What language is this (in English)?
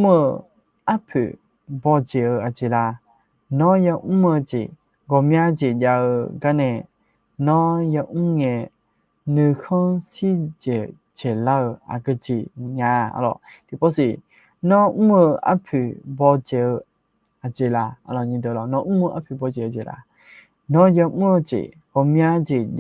Akha